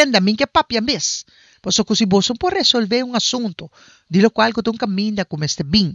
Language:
Papiamento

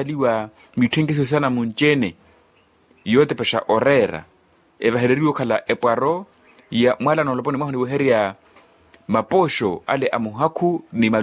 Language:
Makhuwa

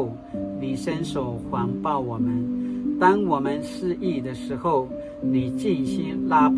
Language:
Paiwan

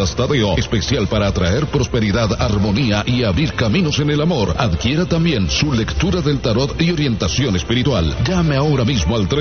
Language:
Spanish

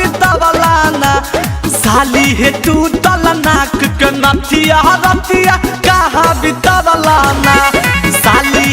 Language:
Magahi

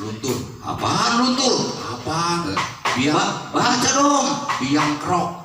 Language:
Betawi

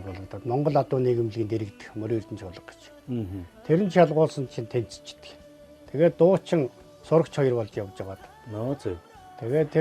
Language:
Mongolian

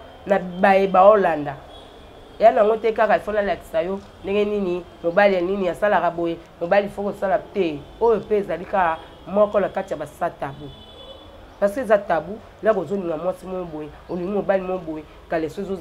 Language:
Lingala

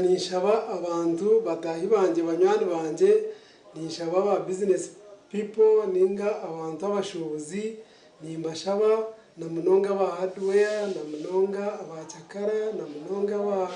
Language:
Nyankole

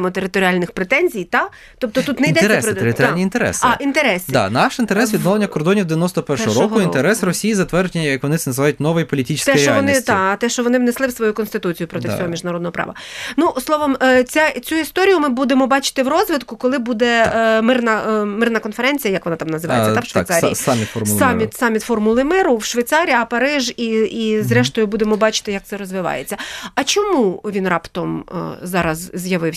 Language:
Ukrainian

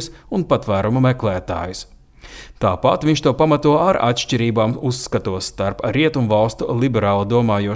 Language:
Latvian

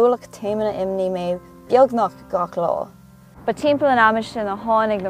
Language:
Irish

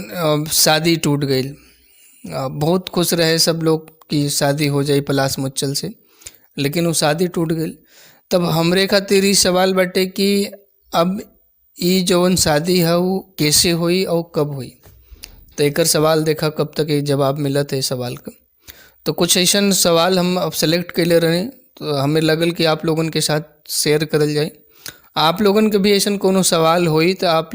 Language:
Bhojpuri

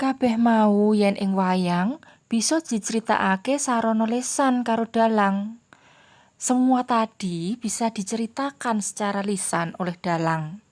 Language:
Javanese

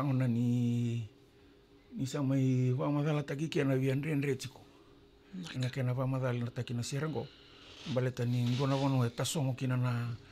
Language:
Fijian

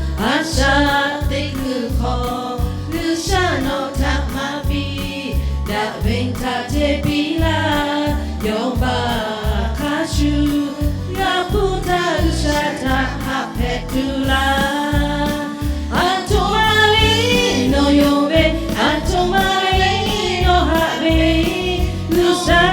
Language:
Lahu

